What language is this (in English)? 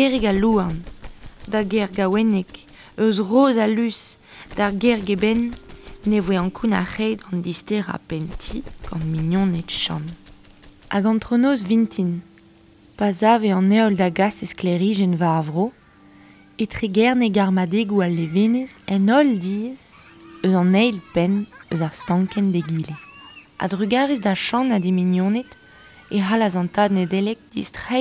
Breton